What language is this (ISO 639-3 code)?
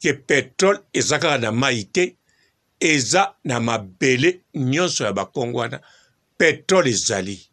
lin